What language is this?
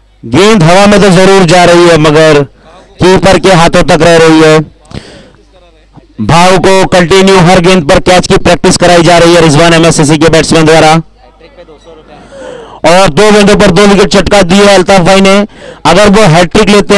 Hindi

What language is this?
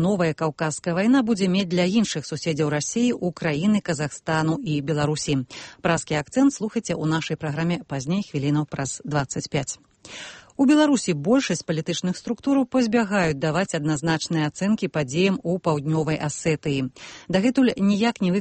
Belarusian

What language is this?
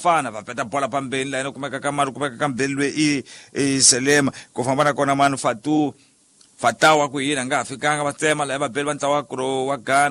Tsonga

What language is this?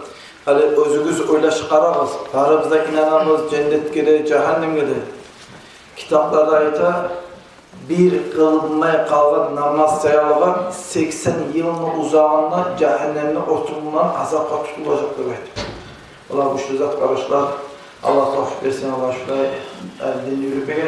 Kumyk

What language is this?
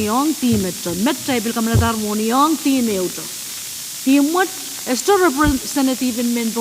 Pohnpeian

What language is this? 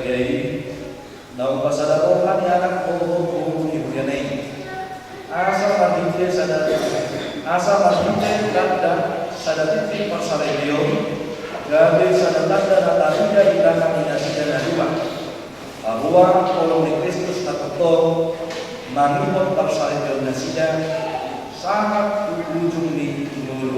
Batak Toba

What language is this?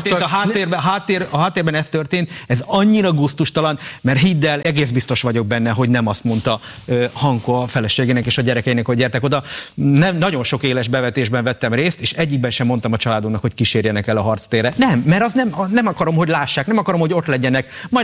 Hungarian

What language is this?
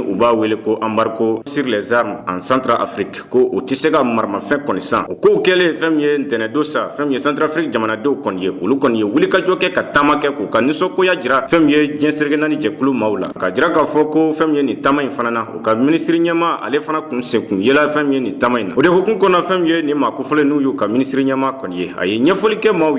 Bambara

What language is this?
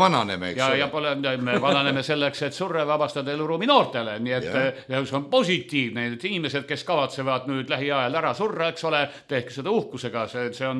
Estonian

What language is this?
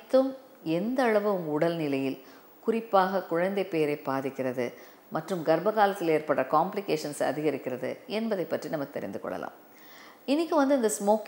Tamil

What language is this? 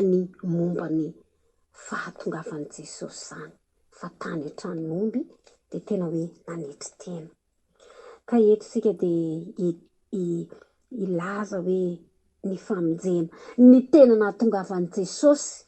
Malagasy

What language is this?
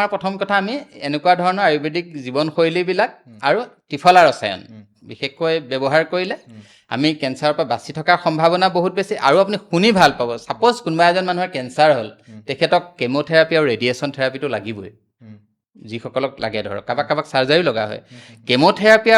Assamese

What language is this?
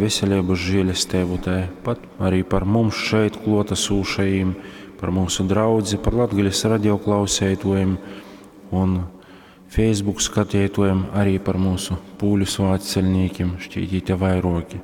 Latgalian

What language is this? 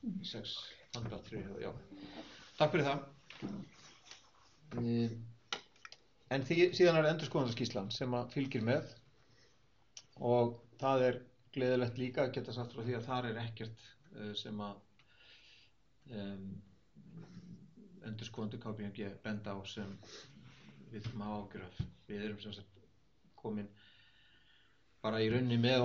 Icelandic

